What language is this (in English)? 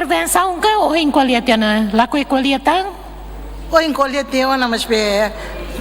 Tetum